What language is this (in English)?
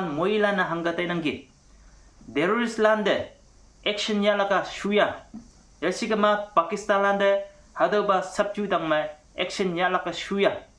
Konyak Naga